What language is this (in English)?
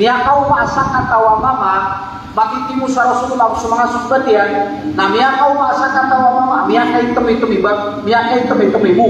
Maranao